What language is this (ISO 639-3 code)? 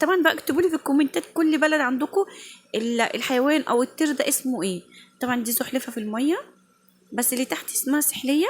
arz